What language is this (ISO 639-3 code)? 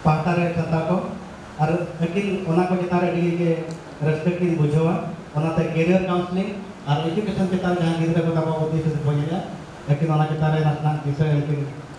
sat